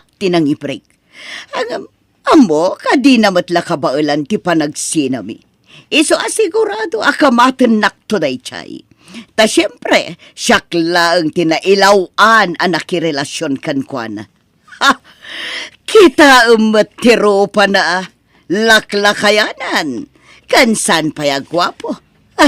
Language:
Iloko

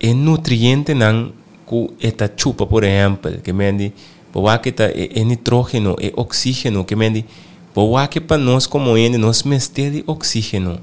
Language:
Papiamento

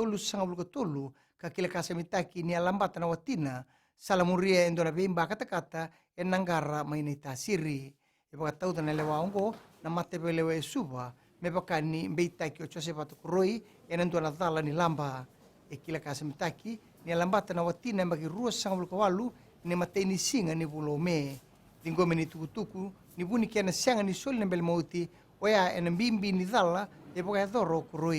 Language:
Fijian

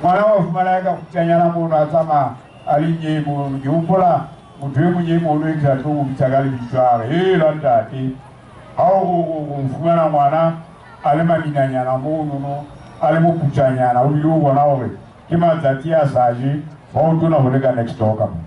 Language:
Southern Sotho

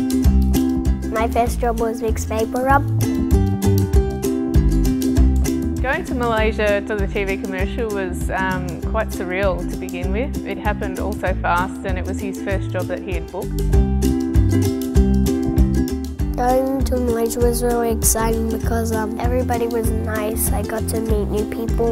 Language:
English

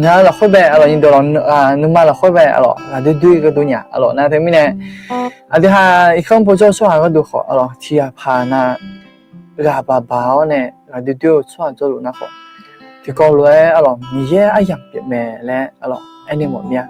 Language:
Akha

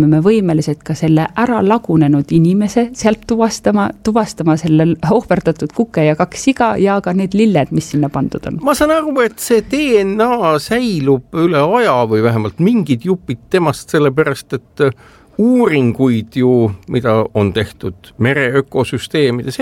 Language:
Estonian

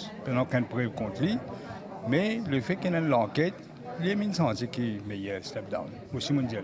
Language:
Morisyen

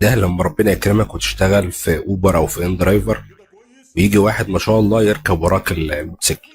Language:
Egyptian Arabic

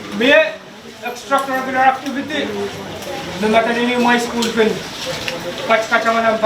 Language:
Pohnpeian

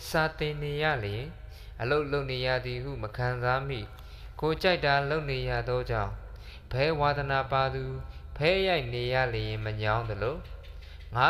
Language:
Burmese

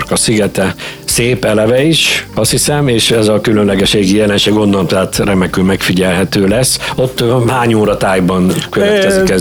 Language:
Hungarian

